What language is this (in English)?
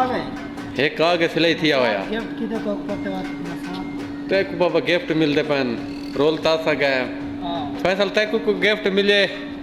Saraiki